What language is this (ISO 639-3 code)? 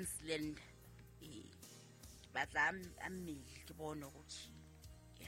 sot